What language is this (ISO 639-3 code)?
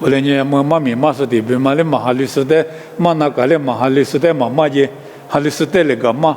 lis